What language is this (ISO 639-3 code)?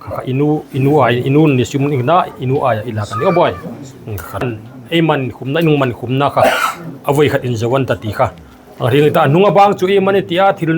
hmr